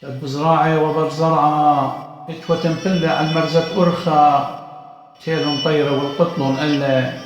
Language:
Assyrian Neo-Aramaic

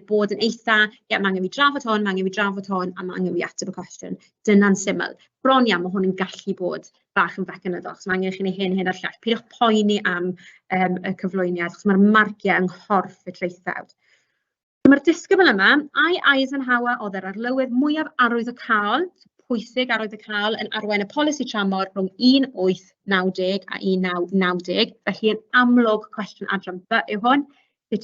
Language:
Welsh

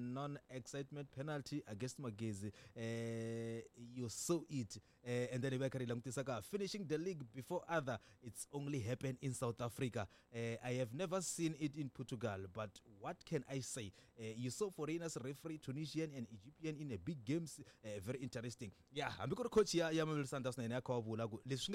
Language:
Tsonga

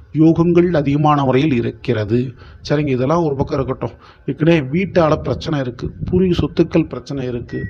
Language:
Tamil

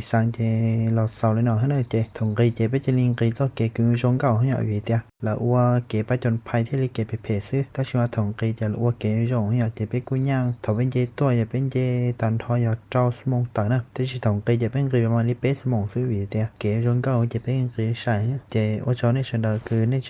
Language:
Hmong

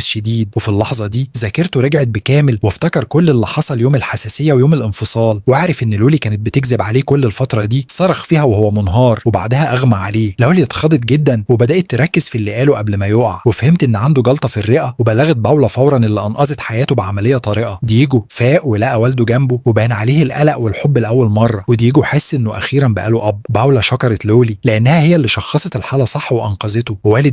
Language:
Egyptian Arabic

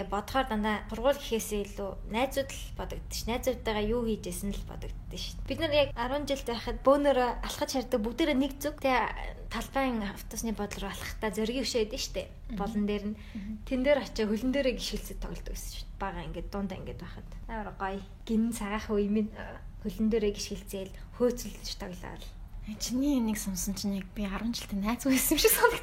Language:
Mongolian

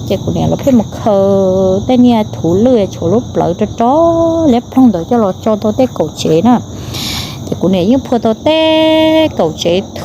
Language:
Hmong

